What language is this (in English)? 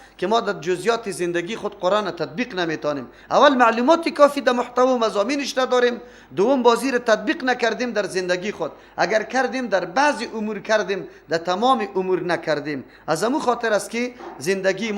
Persian